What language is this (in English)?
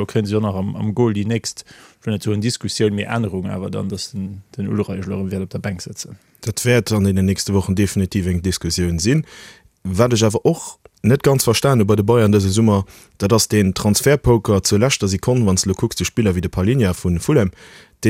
Luxembourgish